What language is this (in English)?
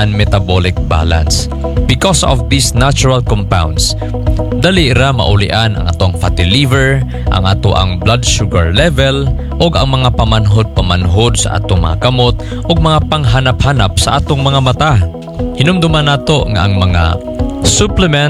Cebuano